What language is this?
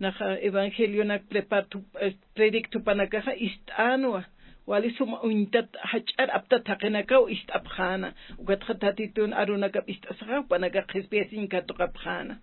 Aymara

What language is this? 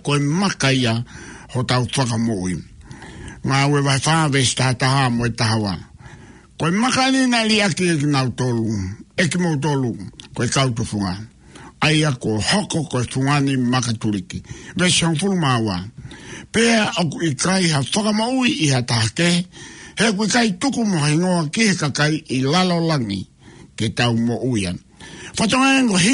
Tongan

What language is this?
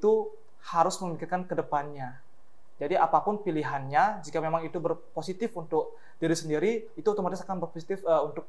Indonesian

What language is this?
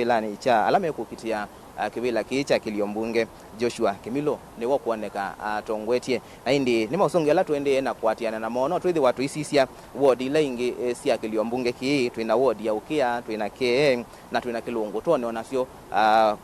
Kamba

